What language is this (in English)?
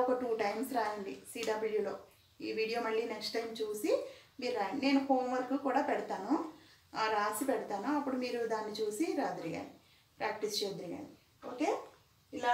Telugu